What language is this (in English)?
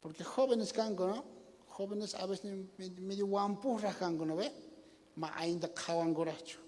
South Bolivian Quechua